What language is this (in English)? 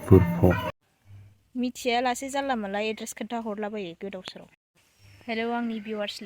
Bodo